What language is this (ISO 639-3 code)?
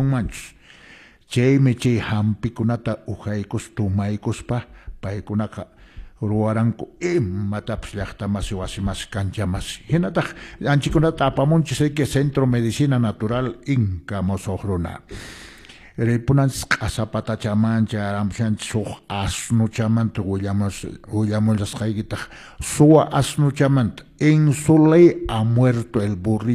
que